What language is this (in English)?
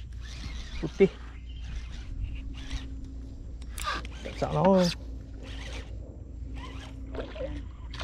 Malay